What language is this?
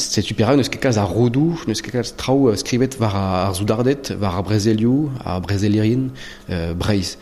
Breton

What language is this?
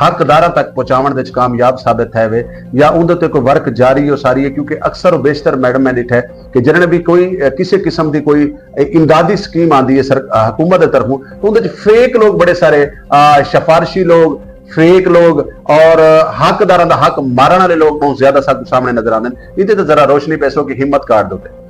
Saraiki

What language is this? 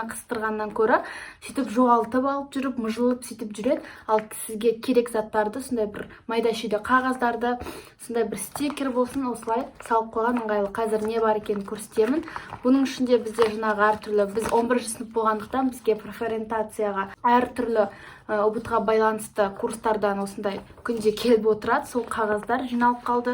Kazakh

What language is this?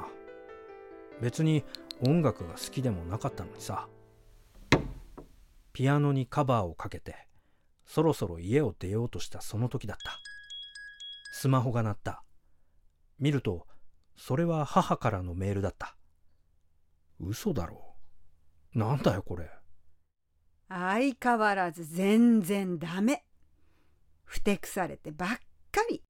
Japanese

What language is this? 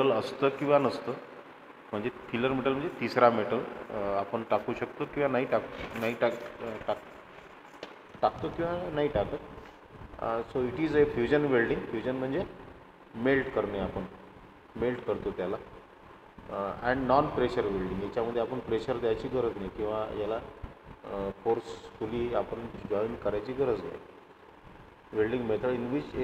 Marathi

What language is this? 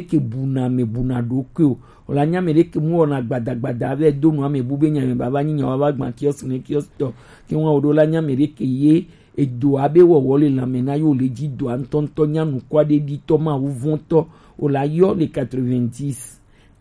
Gen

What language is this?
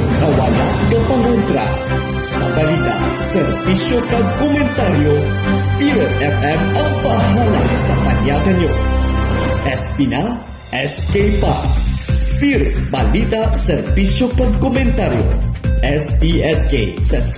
Hiligaynon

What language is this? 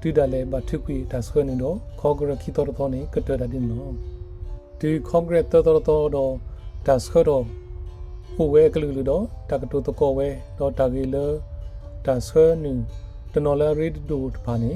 S'gaw Karen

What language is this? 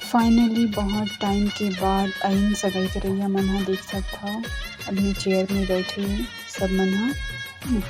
Chhattisgarhi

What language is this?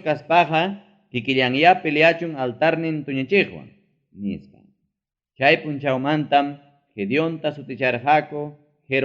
Ayacucho Quechua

